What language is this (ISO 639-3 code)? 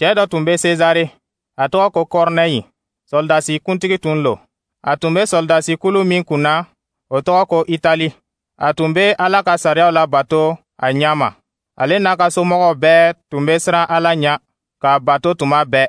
dyu